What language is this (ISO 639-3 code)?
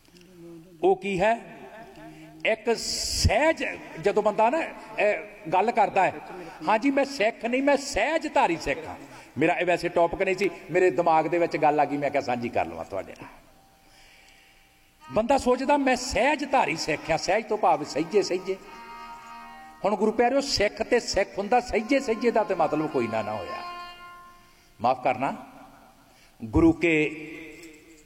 pan